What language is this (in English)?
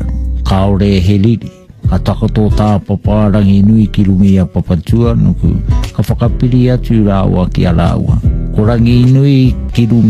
Māori